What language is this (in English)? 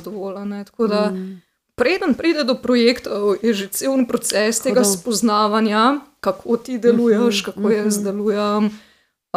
Slovenian